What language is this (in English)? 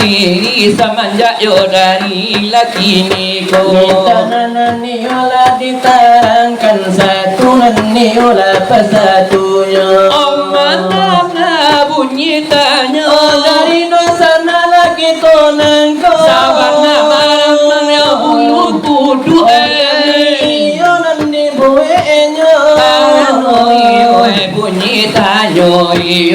Minangkabau